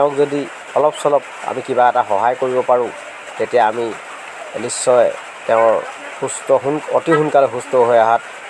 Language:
Assamese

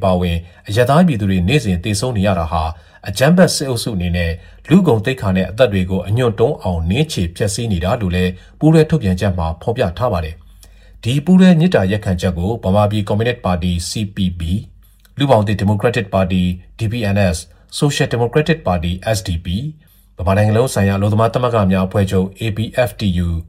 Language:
Burmese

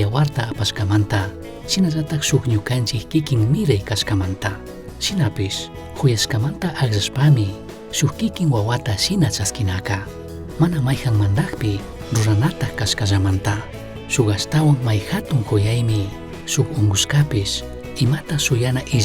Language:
Chimborazo Highland Quichua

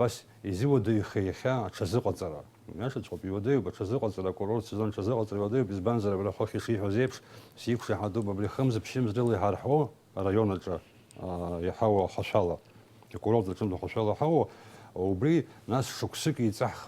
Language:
Abkhazian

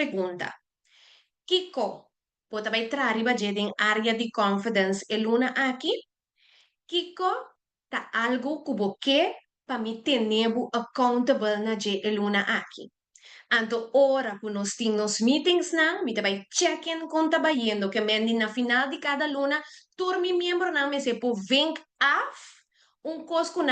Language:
Papiamento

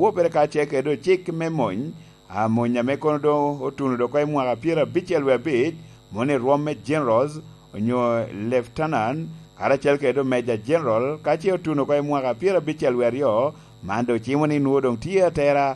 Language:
Lango (Uganda)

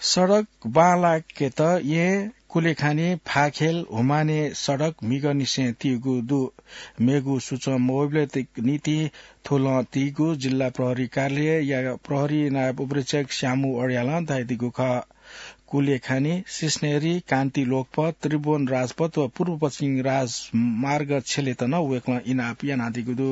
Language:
Newari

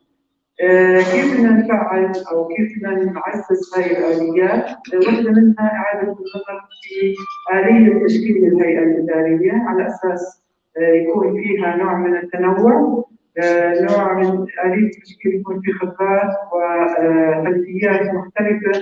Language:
North Levantine Arabic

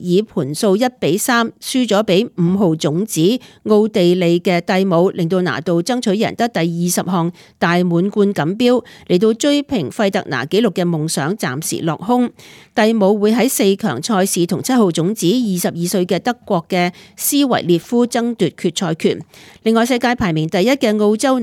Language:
Cantonese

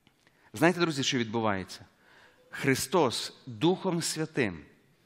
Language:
Ukrainian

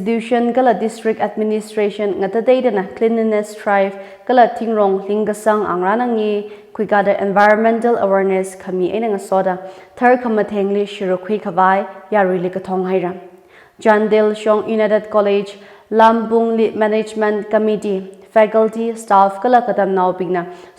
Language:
Tangkhul Naga (India)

